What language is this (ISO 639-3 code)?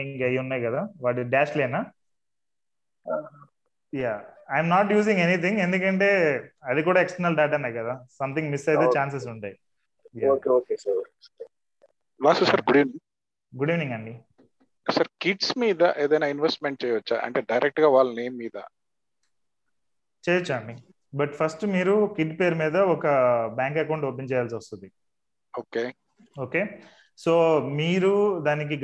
tel